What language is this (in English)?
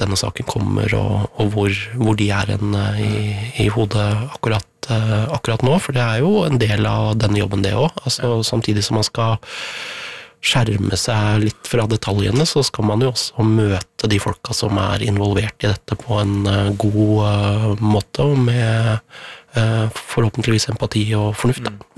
Norwegian